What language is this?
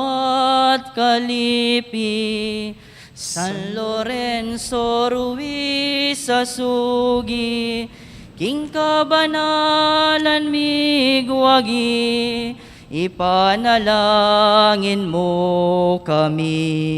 Pampanga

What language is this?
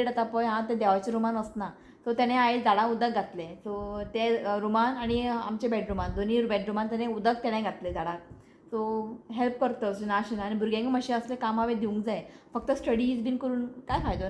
Konkani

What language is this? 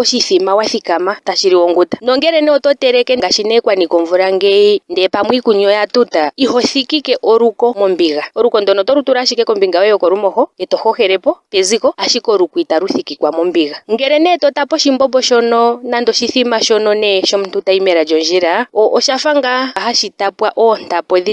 Ndonga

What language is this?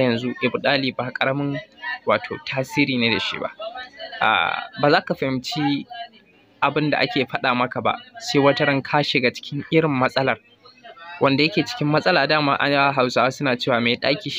Hausa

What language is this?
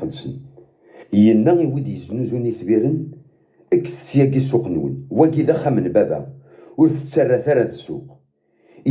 Kabyle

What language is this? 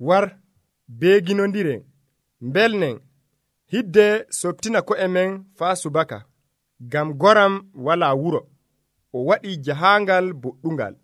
Nigerian Fulfulde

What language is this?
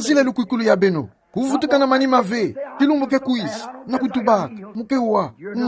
Kituba (Democratic Republic of Congo)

